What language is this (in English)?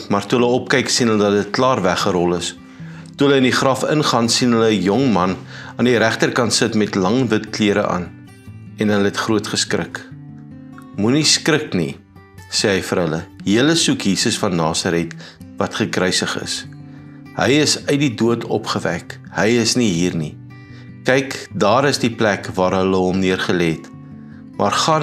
Afrikaans